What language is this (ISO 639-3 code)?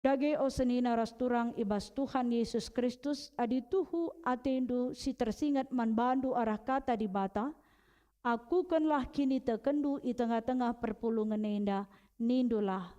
btx